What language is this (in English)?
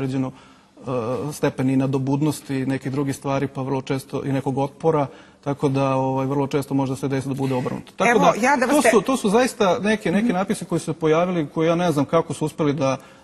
Serbian